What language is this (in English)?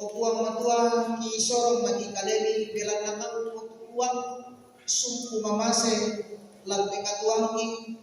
Toraja-Sa'dan